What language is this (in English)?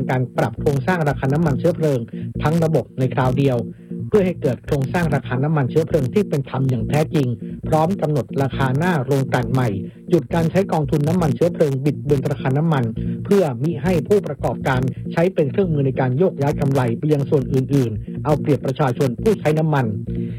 Thai